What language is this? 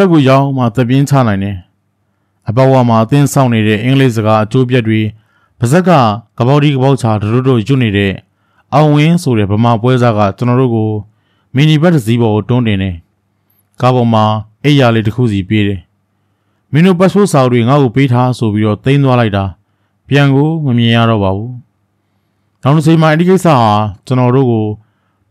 Burmese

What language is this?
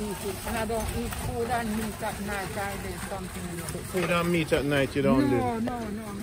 Jamaican Creole English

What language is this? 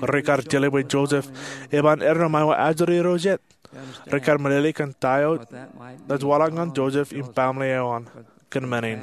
Marshallese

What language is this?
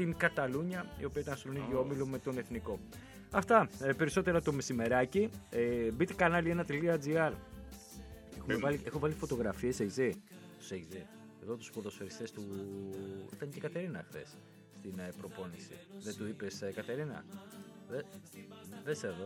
Greek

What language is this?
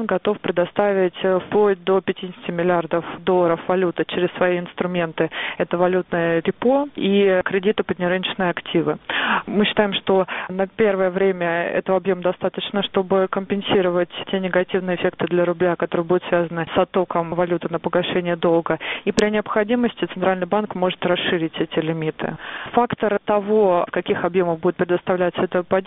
Russian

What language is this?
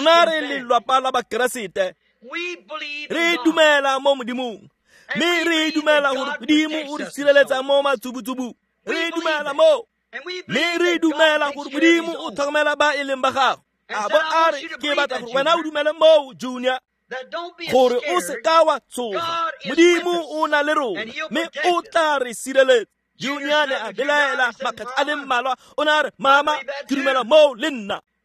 Tswana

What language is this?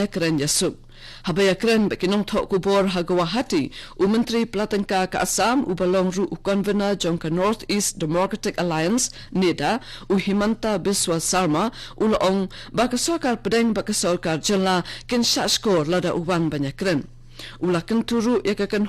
Khasi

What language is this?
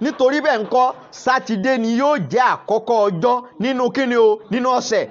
Yoruba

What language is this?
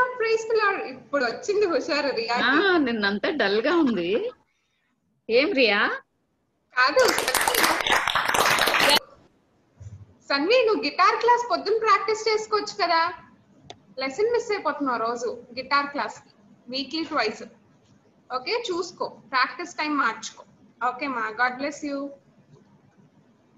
Telugu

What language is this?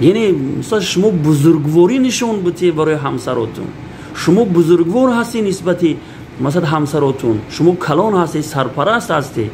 Tajik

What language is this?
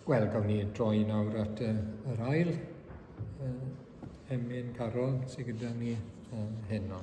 Welsh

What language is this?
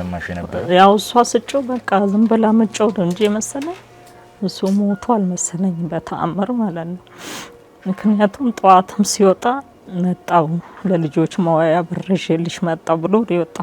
Amharic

